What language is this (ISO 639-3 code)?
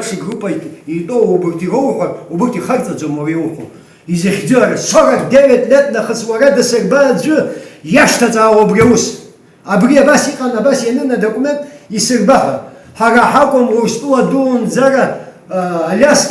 abk